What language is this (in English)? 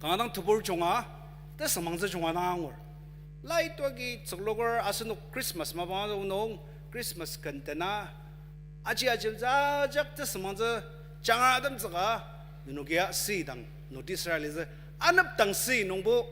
Ao Naga